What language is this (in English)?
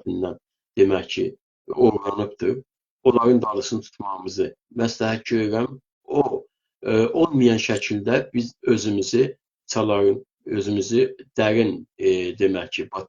South Azerbaijani